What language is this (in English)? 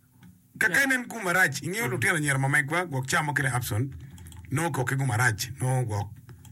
Acoli